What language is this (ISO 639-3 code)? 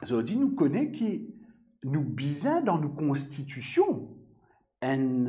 mfe